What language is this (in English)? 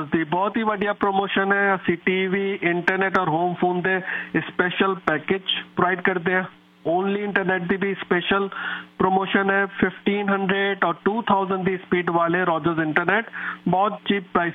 Punjabi